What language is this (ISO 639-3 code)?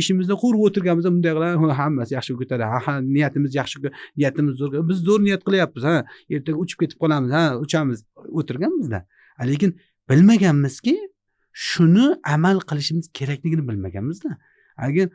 uzb